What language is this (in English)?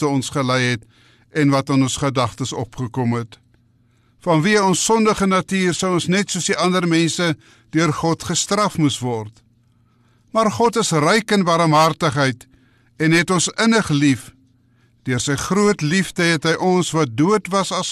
Afrikaans